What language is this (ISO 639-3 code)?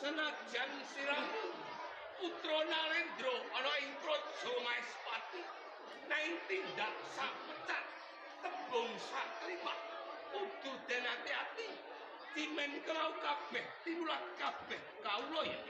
jav